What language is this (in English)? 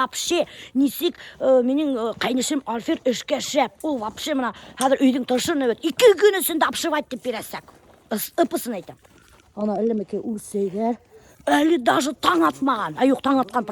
Bashkir